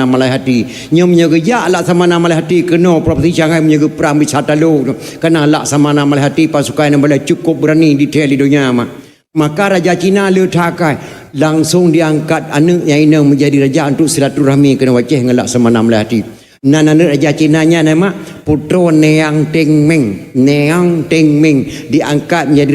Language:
Achinese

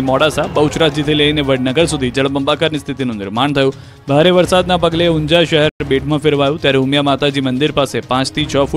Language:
Gujarati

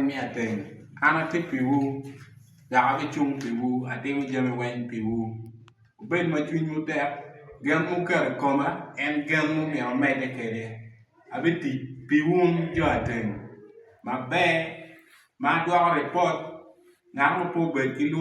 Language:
Acoli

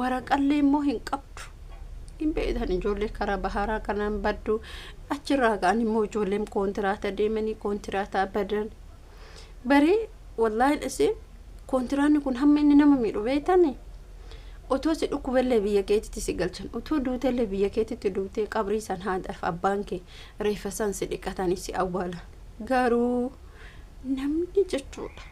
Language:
Oromo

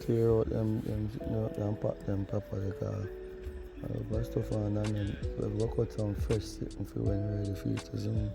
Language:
Jamaican Creole English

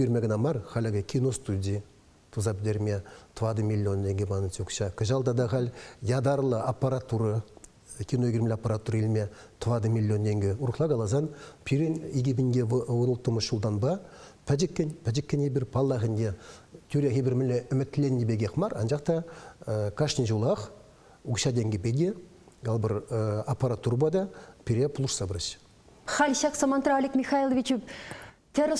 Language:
Chuvash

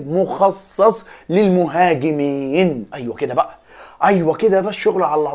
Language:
Egyptian Arabic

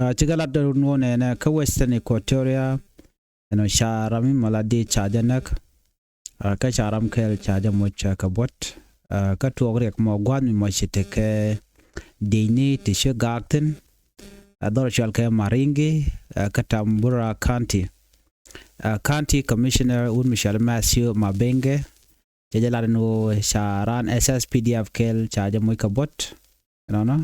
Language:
Nuer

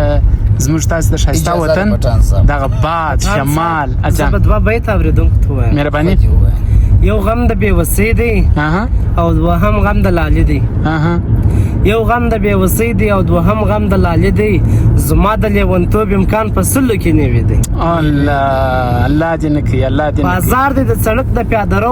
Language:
Pashto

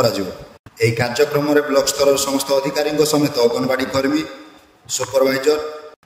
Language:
Odia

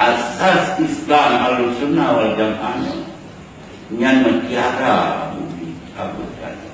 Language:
Achinese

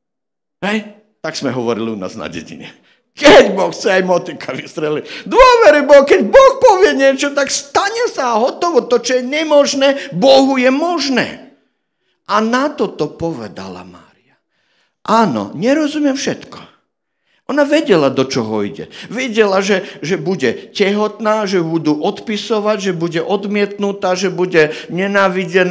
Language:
Slovak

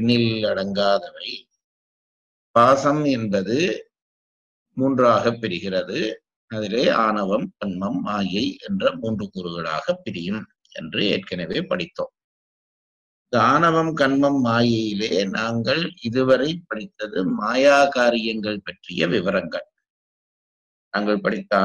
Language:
Tamil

